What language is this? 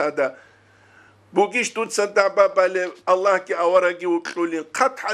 Avaric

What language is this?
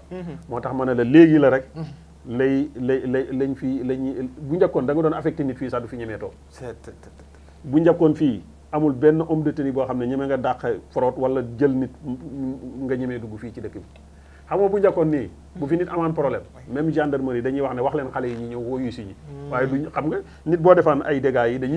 Wolof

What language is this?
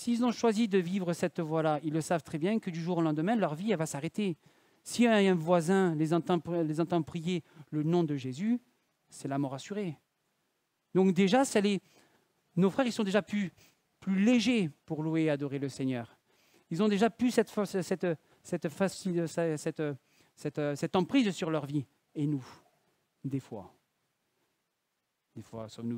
French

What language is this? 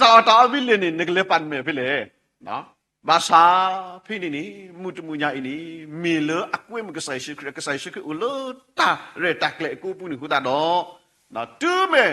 S'gaw Karen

